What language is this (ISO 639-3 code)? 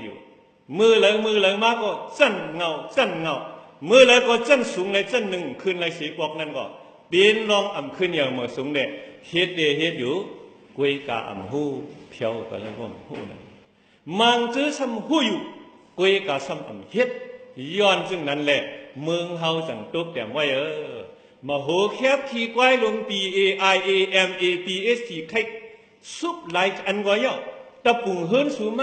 shn